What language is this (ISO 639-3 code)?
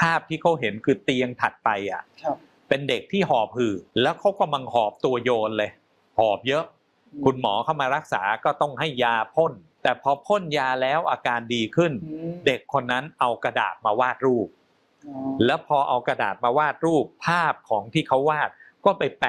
tha